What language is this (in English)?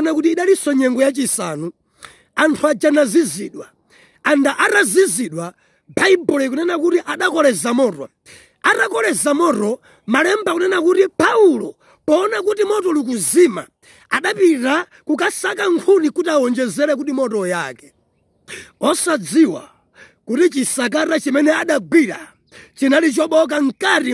Nyanja